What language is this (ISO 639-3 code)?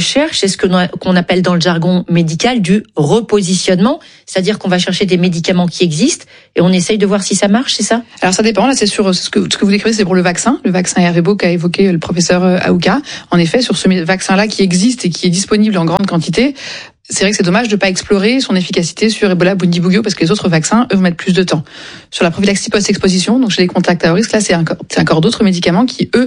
fra